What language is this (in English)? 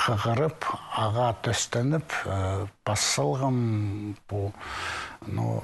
Khakas